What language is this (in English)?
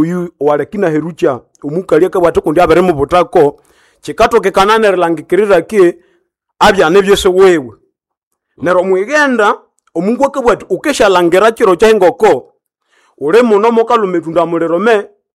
Nande